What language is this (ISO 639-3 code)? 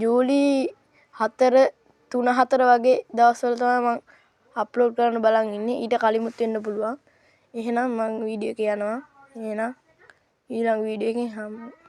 sin